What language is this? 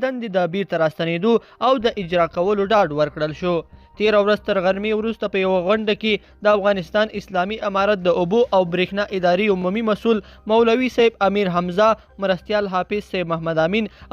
Pashto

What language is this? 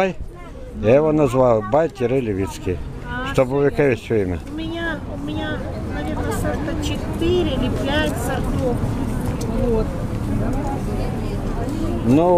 Russian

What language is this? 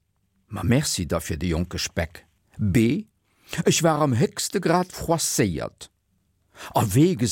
Luxembourgish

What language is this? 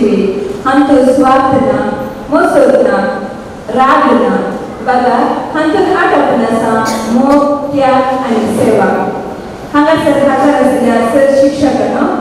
Konkani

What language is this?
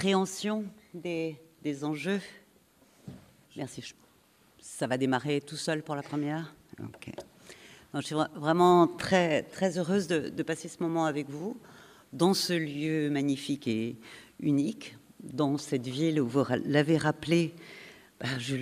French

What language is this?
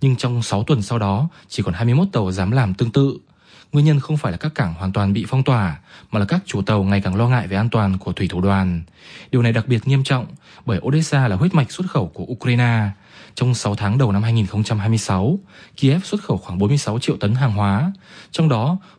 Vietnamese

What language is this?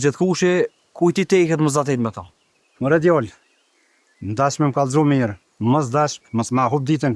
Albanian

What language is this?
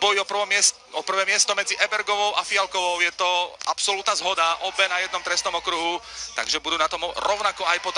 Slovak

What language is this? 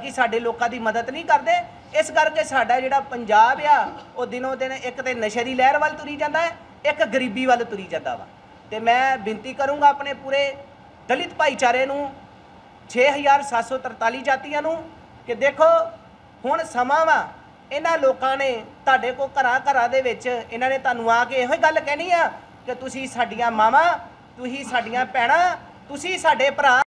Punjabi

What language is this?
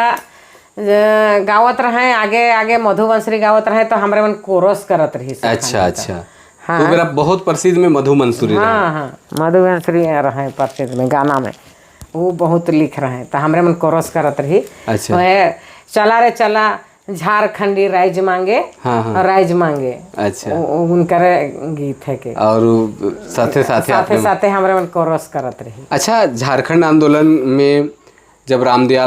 Sadri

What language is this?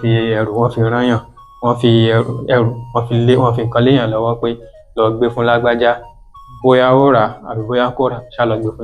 Yoruba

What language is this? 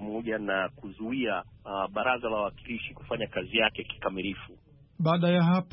Swahili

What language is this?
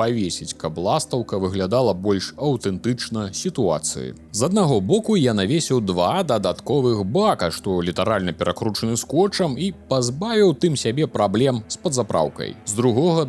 Belarusian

